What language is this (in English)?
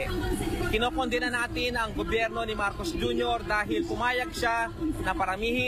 Filipino